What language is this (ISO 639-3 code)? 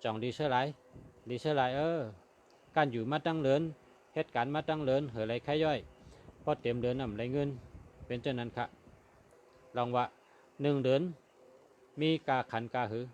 shn